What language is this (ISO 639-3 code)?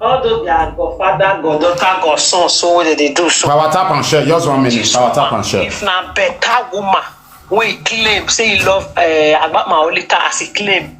pcm